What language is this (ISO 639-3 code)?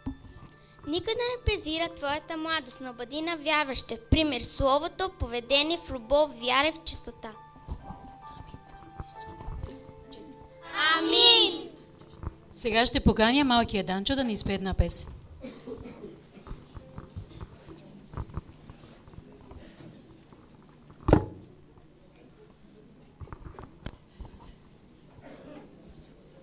bul